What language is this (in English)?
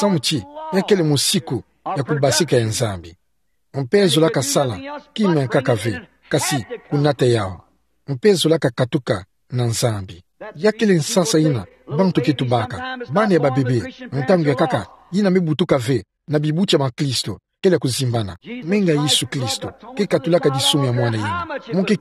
Kituba (Democratic Republic of Congo)